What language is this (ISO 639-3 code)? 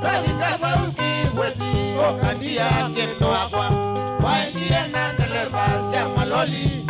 kam